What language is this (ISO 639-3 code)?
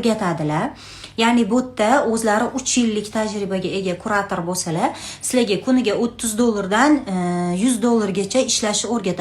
uzb